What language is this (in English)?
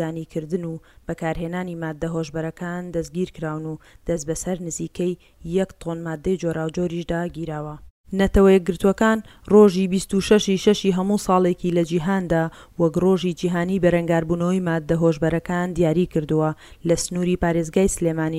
Central Kurdish